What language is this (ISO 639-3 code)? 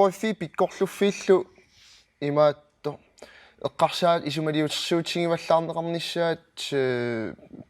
kal